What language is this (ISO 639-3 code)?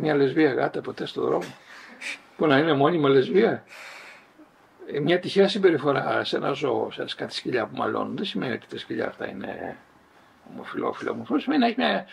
ell